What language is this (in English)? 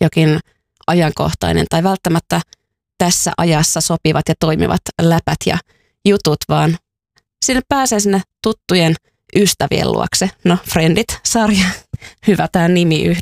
Finnish